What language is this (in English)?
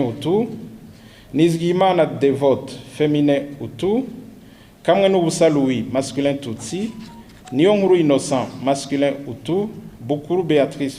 Rundi